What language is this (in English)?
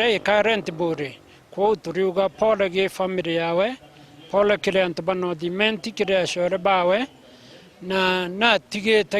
Meru